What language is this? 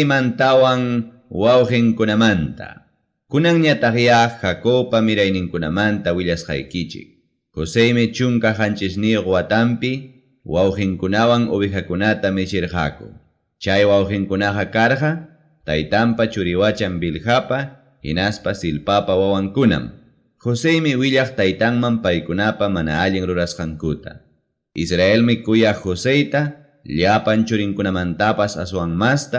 Ayacucho Quechua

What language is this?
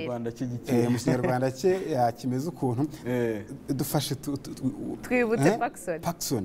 Kinyarwanda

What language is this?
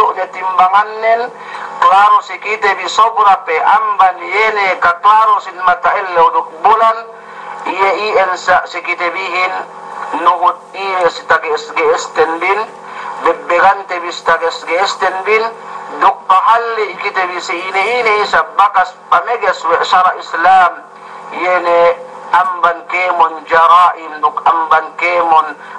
Yakan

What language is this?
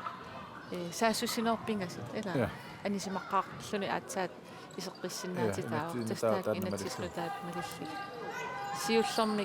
Kalaallisut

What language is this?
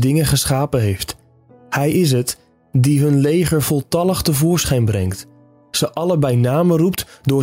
Dutch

